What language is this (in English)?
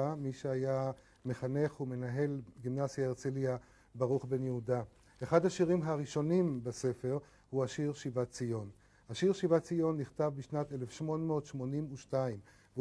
Hebrew